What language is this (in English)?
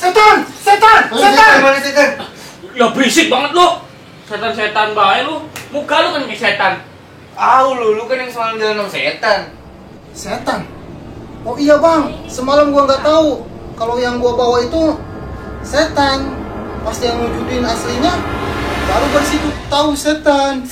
Betawi